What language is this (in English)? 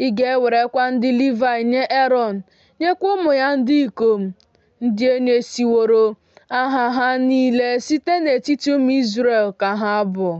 Igbo